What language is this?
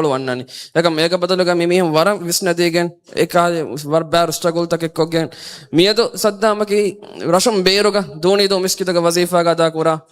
Divehi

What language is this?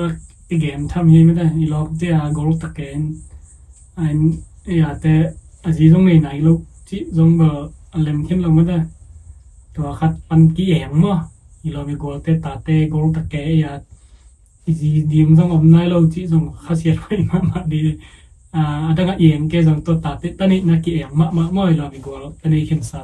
Tedim Chin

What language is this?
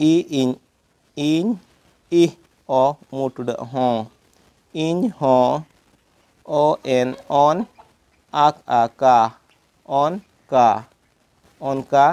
Santali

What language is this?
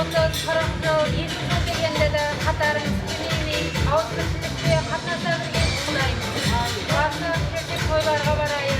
Kara-Kalpak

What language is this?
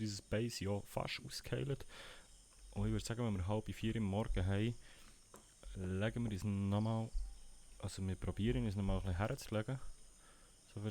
Swiss German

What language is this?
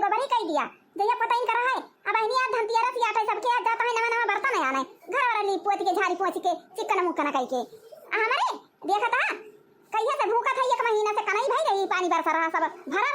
Awadhi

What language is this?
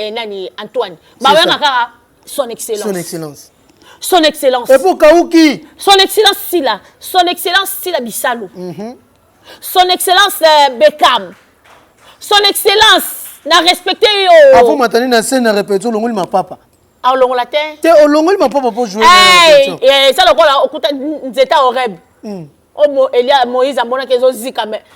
Lingala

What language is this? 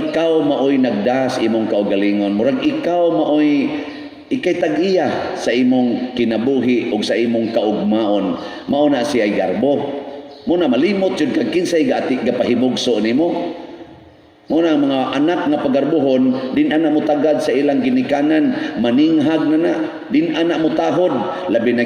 Cebuano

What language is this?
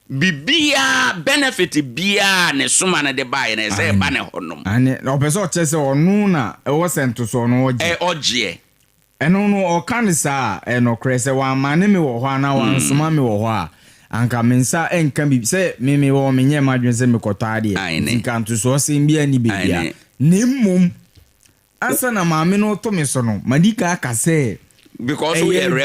Akan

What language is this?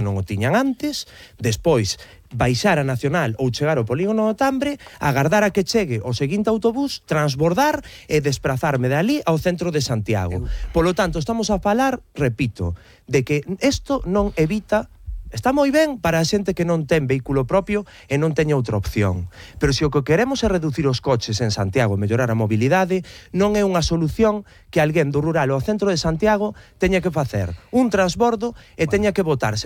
Galician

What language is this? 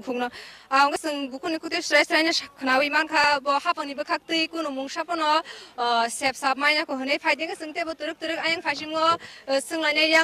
Kok Borok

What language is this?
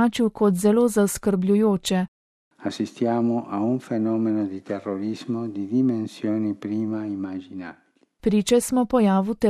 Slovenian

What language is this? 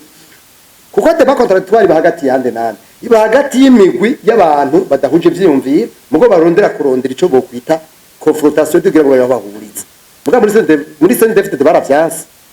Rundi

